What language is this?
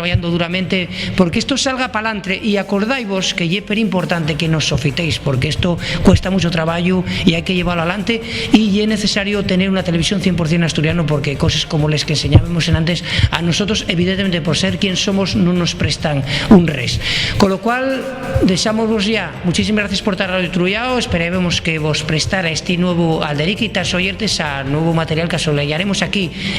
Asturian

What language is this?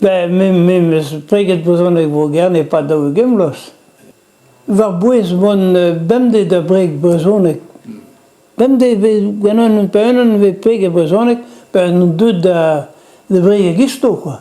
Breton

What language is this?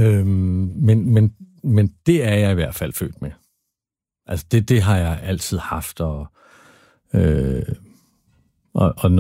Danish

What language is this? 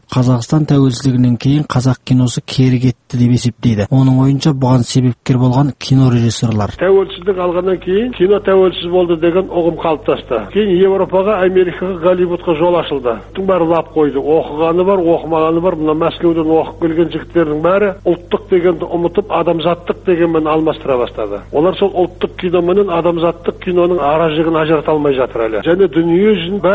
Kazakh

